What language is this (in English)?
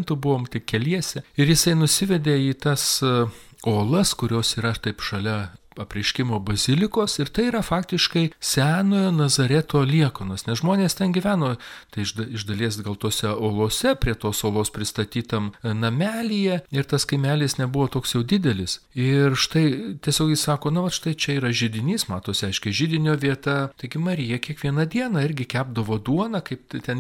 Lithuanian